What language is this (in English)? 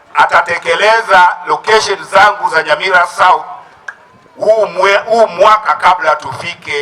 Gusii